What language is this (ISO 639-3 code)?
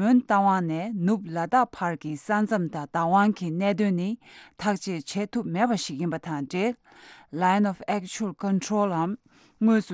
bod